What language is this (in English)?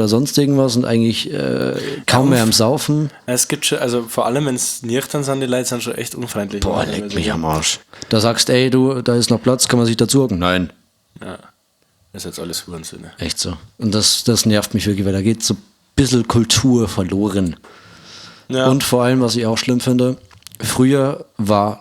Bavarian